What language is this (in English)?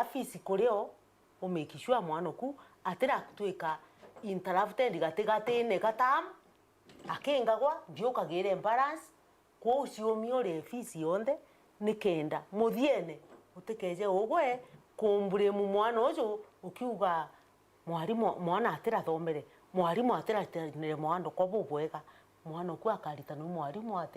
Meru